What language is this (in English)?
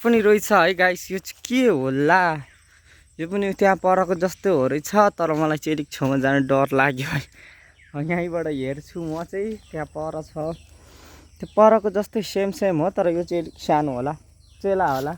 Nepali